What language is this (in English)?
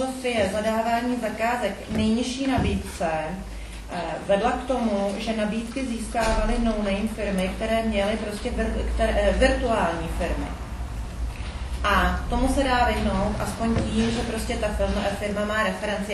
Czech